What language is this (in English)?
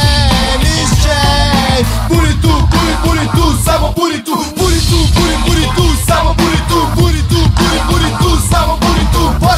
Serbian